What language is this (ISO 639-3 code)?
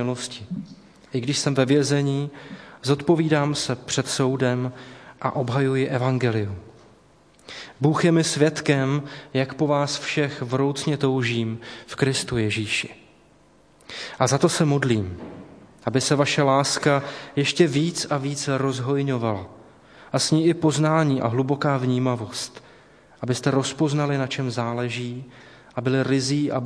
ces